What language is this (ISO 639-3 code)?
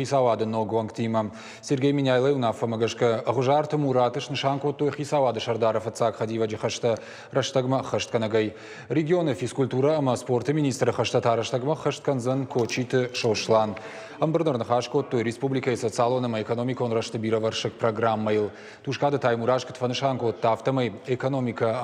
oss